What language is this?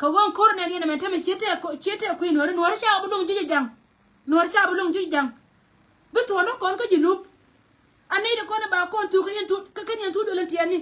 Nuer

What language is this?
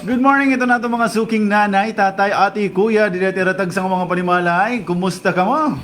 Waray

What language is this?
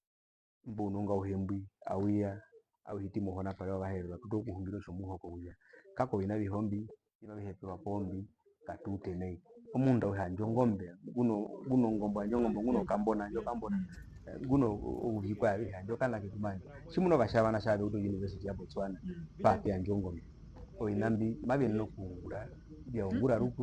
Herero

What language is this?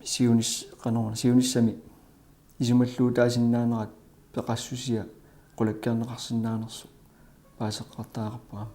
Kalaallisut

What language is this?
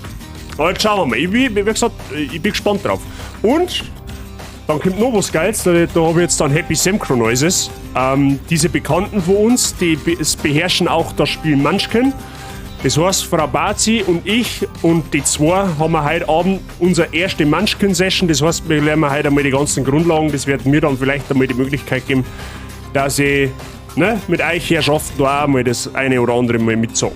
Bavarian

